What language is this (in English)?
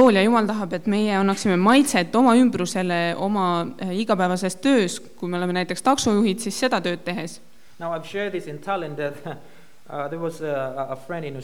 Estonian